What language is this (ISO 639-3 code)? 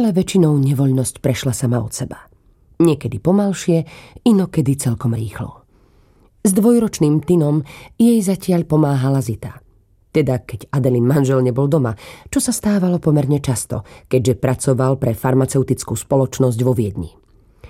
slk